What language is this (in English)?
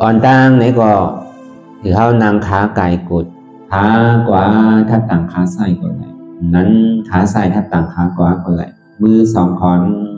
Shan